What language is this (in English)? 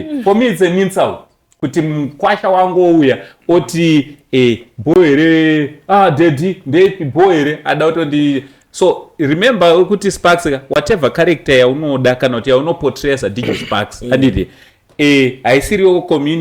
Shona